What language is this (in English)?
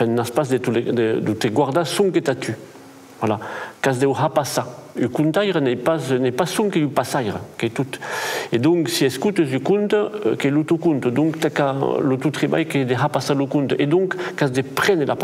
Occitan